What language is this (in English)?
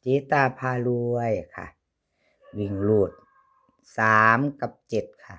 Northeastern Thai